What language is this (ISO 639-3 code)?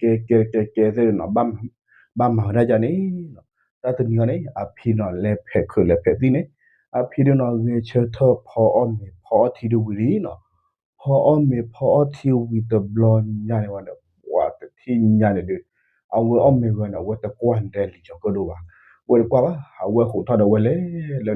ksw